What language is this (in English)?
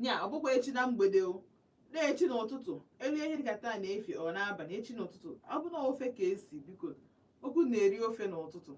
Igbo